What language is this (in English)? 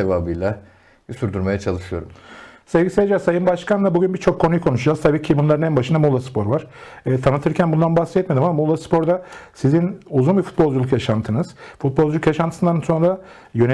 Turkish